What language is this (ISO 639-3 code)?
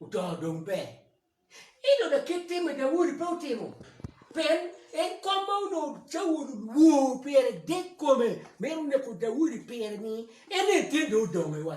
ach